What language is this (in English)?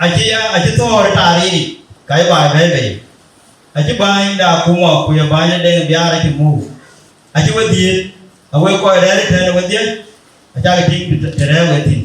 Dinka